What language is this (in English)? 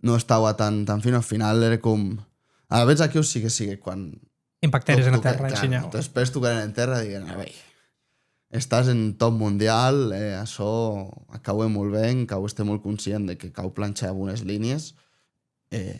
Occitan